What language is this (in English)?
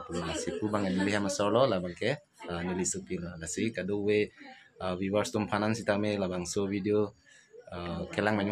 Karbi